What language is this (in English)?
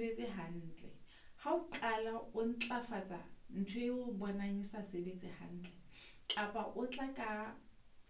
Southern Sotho